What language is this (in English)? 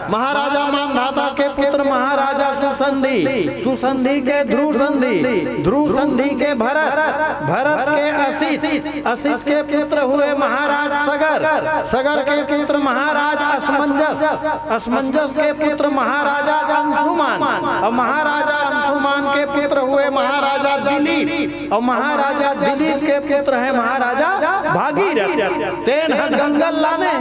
Chhattisgarhi